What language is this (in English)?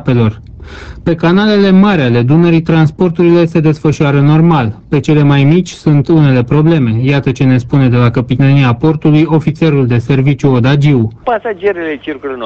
Romanian